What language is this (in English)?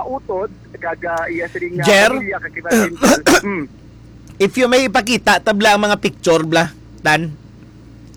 Hiligaynon